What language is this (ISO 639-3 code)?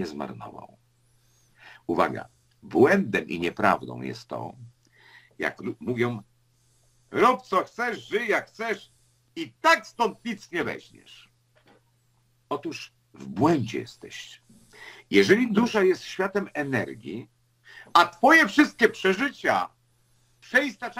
pol